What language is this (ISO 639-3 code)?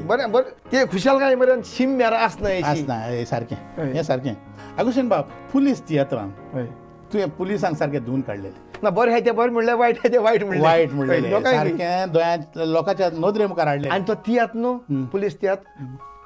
kok